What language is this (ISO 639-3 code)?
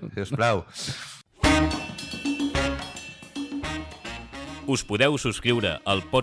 cat